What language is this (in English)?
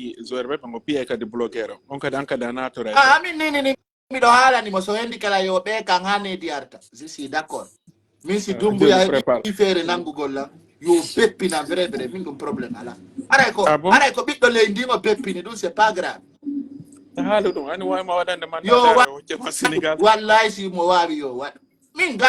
Pular